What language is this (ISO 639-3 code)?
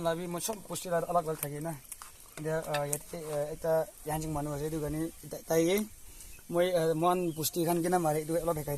nag